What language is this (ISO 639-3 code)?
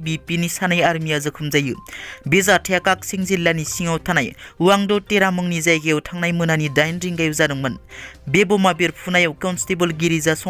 brx